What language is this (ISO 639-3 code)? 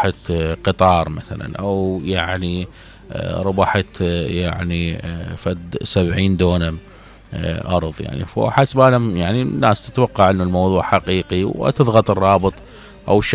acm